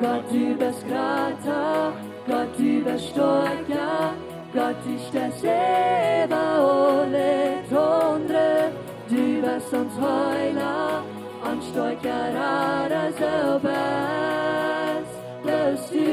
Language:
Plautdietsch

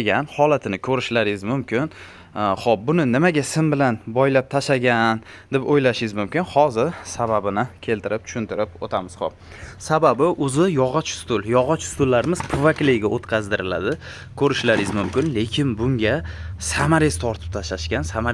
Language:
Uzbek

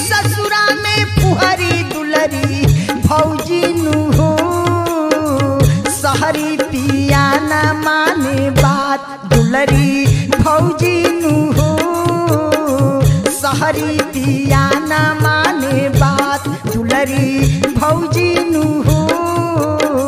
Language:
Bhojpuri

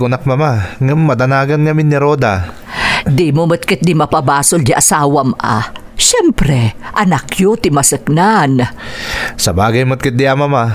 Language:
Iloko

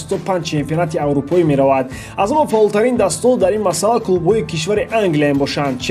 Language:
Tajik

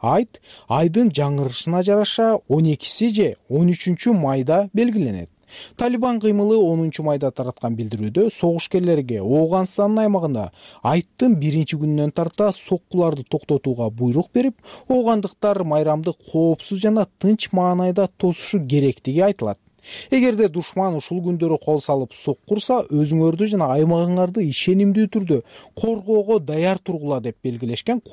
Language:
Kyrgyz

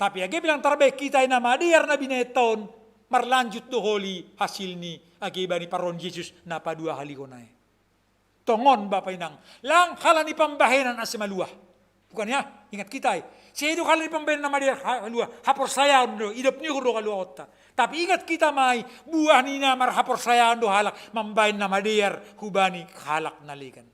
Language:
Batak Simalungun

